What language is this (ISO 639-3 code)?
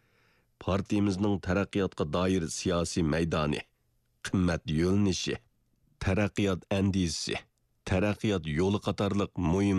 uig